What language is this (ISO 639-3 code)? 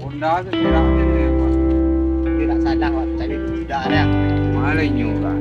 min